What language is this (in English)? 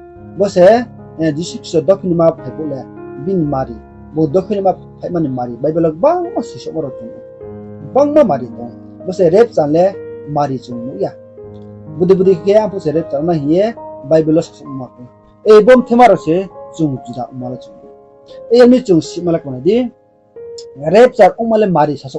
Riang (India)